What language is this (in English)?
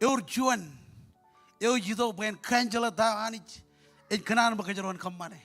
Marshallese